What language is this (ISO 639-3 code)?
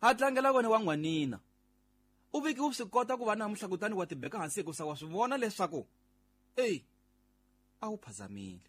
tso